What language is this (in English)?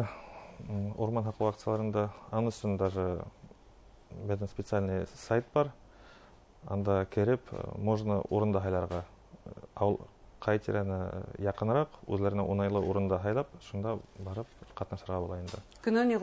Bashkir